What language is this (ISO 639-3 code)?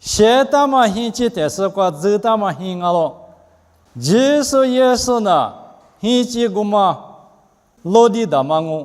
lis